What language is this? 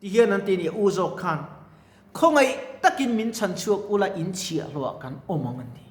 Mizo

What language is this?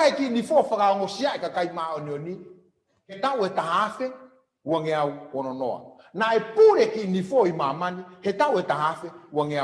Tongan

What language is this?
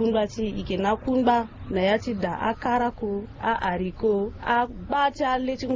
Sango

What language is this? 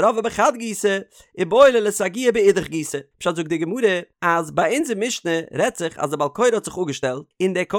Yiddish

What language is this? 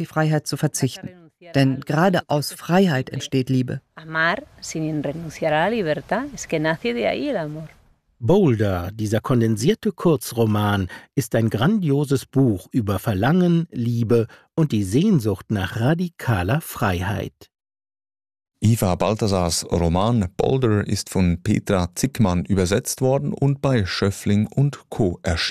German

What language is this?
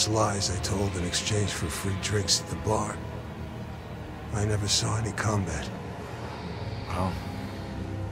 English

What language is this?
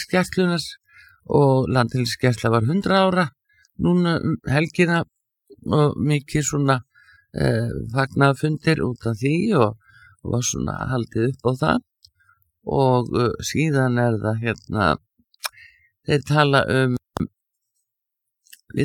Icelandic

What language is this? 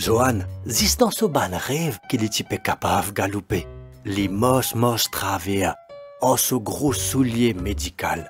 Morisyen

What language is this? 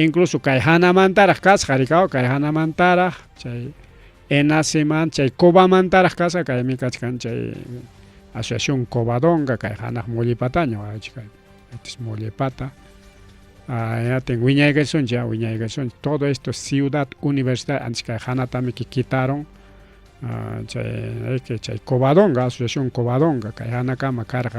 Ayacucho Quechua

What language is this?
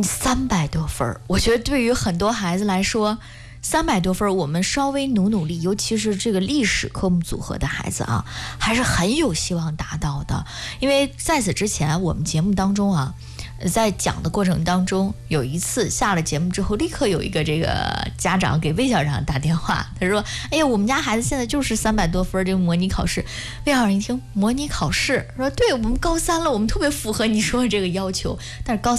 Chinese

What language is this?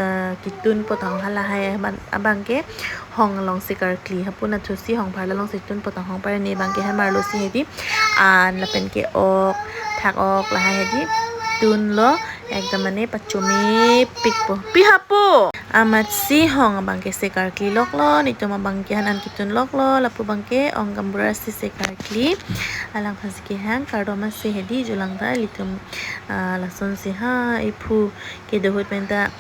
Karbi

